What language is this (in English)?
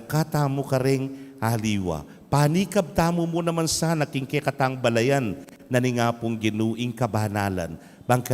Pampanga